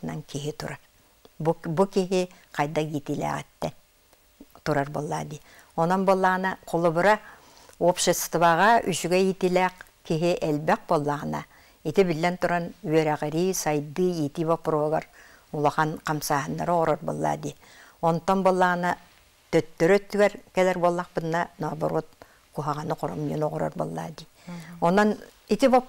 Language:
Yakut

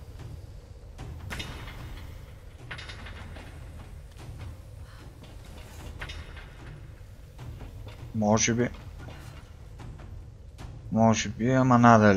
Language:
Bulgarian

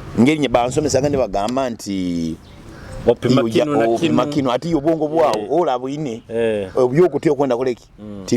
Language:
Nyoro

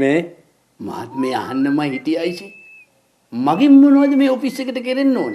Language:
Sinhala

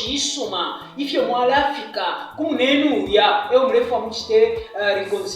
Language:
Bemba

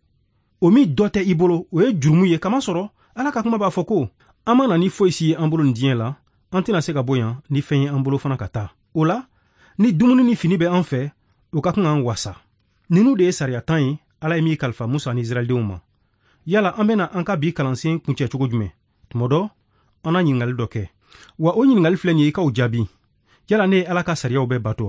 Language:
Bambara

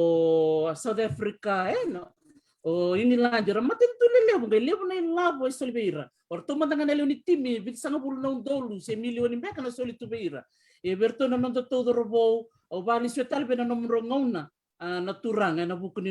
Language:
Fijian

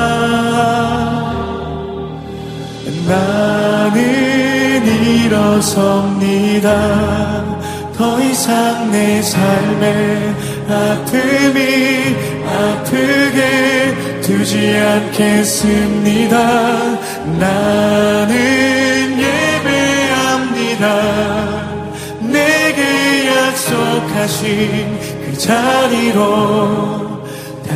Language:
Korean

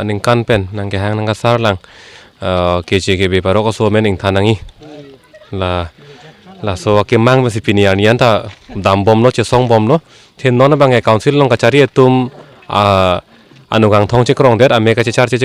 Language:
Karbi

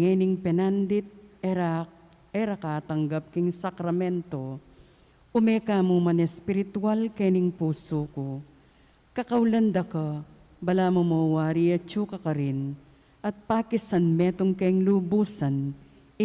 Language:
Pampanga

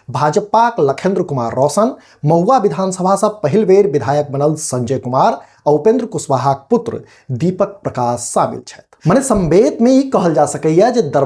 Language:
Maithili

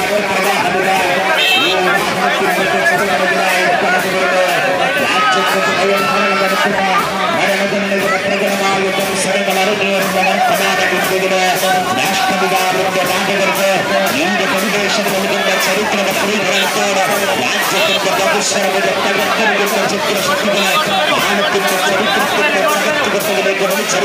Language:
Malayalam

